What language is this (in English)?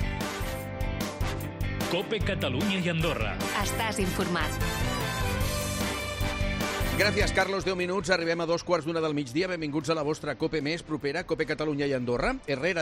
Catalan